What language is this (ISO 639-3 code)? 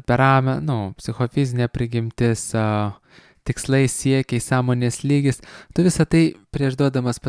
lit